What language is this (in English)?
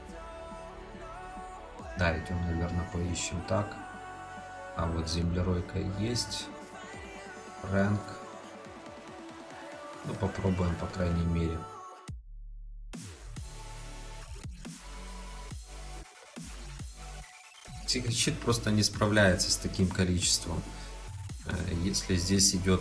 Russian